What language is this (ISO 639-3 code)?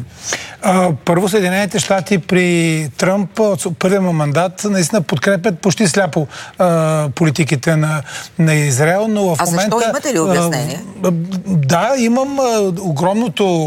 bul